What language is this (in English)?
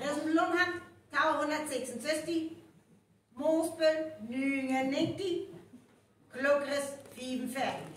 Northern Frisian